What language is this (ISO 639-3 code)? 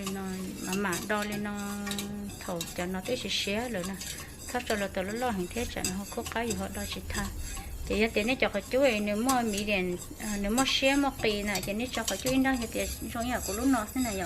hmn